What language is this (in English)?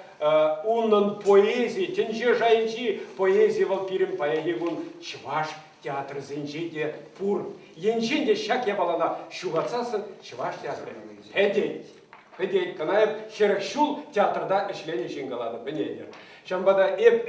Chuvash